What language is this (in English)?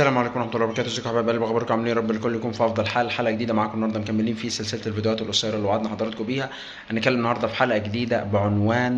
Egyptian Arabic